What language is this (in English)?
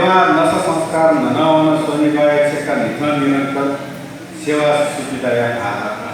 Newari